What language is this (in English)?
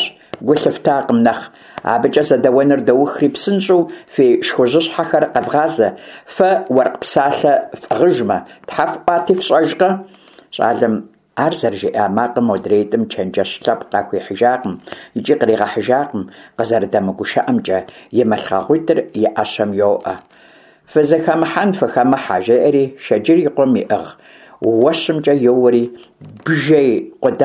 Kabardian